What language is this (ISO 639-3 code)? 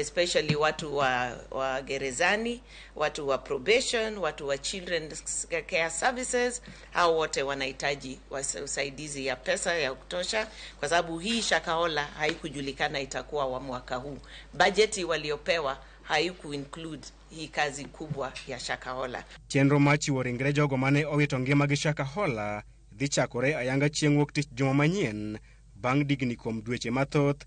luo